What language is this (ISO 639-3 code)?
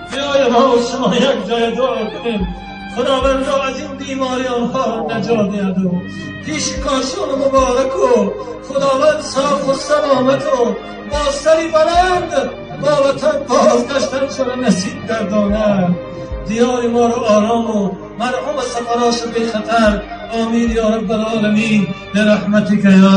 tgk